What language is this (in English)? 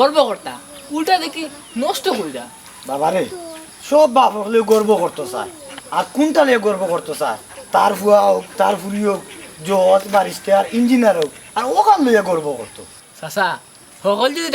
Sylheti